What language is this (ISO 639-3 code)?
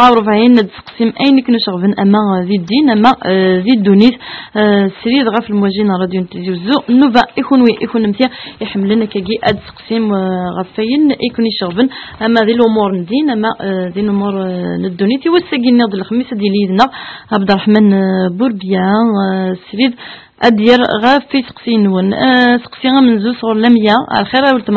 kab